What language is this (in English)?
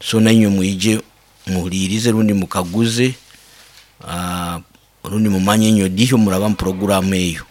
Nyoro